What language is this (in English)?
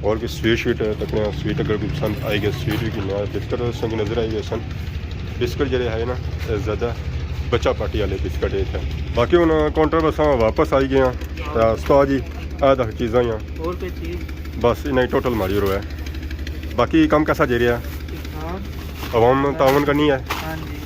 Pahari-Potwari